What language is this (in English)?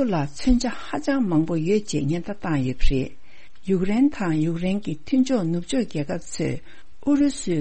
Tibetan